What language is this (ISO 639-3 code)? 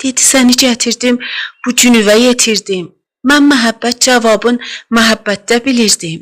azb